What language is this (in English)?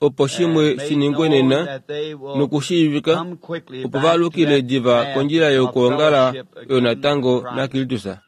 Kuanyama